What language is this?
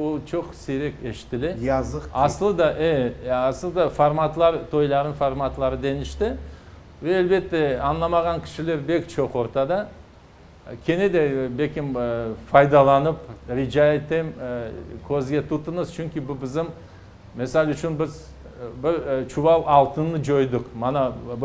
Crimean Tatar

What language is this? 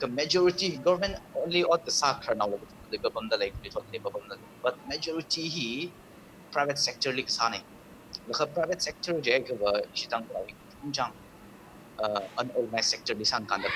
Tangkhul Naga (India)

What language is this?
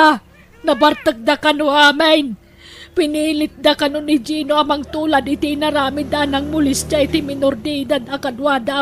Iloko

